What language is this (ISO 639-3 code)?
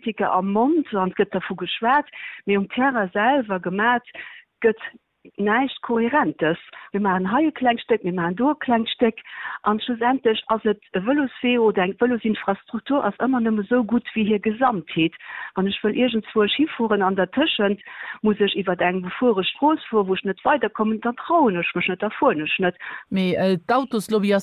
ltz